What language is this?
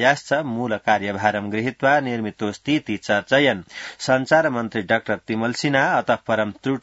Sanskrit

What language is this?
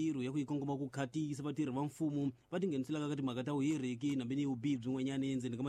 Tsonga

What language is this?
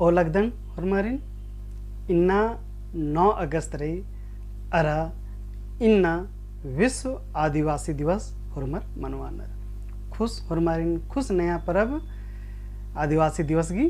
Kurukh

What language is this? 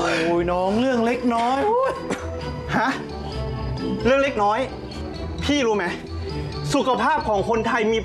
Thai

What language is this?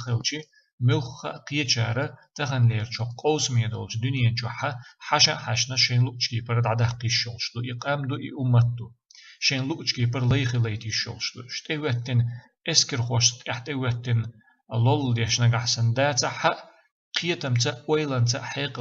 Chechen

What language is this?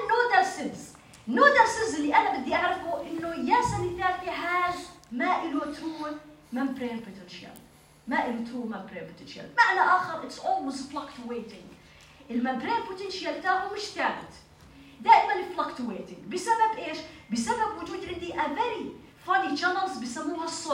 North Levantine Arabic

